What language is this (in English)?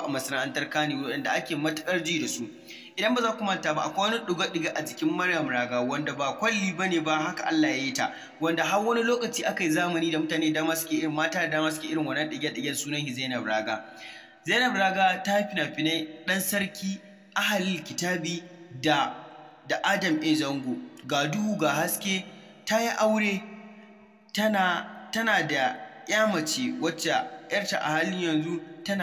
Hausa